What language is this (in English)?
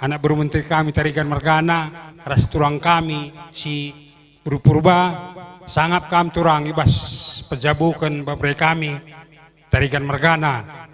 Batak Karo